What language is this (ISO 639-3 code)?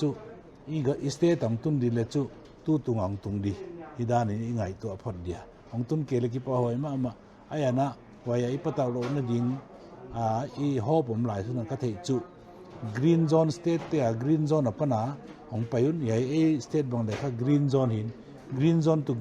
pck